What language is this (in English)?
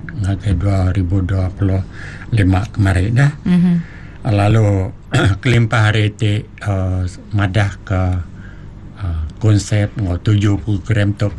Iban